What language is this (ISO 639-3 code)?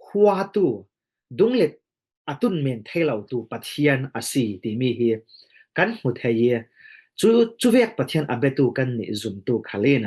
cfm